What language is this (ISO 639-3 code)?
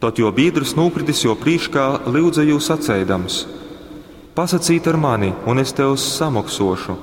ltg